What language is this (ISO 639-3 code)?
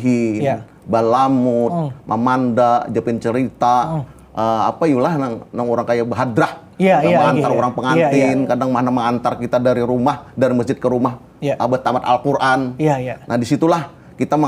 bjn